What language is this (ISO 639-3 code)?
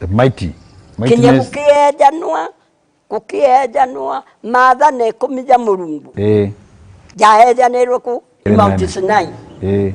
mer